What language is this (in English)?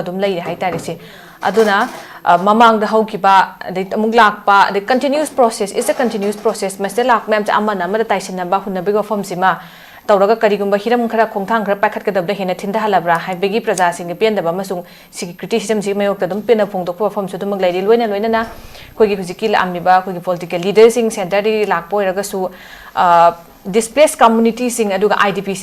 Manipuri